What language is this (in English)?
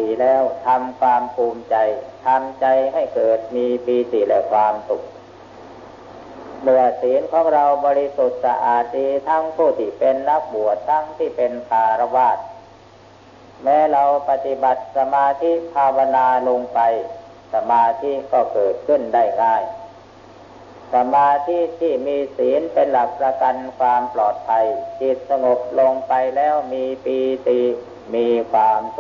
Thai